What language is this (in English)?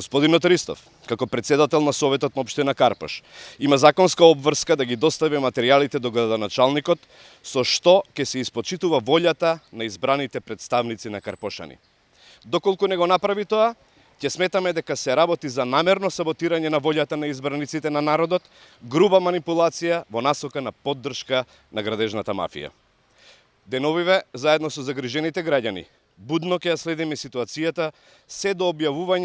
Macedonian